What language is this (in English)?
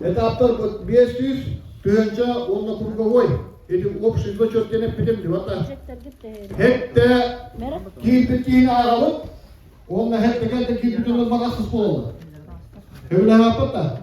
Yakut